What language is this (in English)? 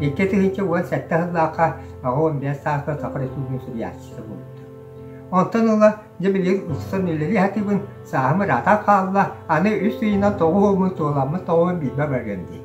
Yakut